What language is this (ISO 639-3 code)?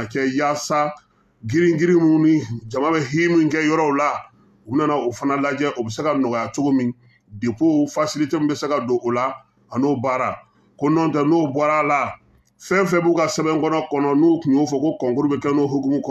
bam